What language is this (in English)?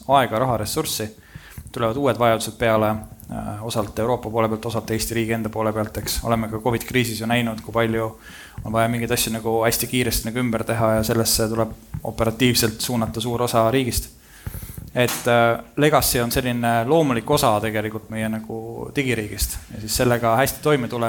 Estonian